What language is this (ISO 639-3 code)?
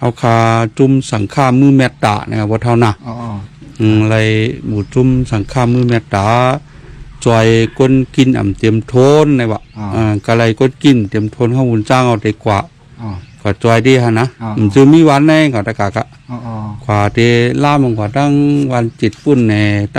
shn